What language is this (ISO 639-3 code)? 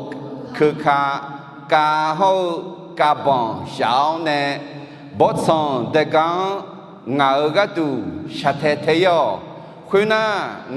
ahk